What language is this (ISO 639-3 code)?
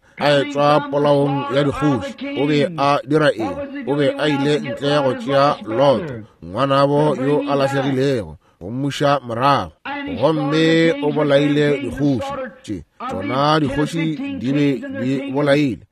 nso